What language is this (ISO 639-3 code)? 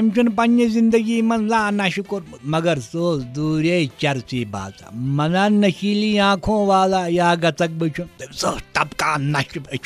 kas